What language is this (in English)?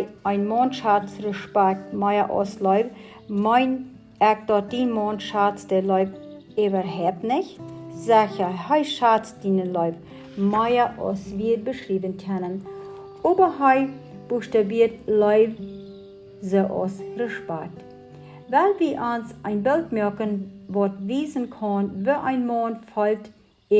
Plautdietsch